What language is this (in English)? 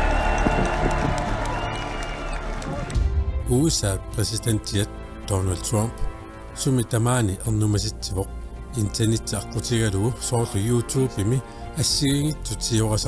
Kalaallisut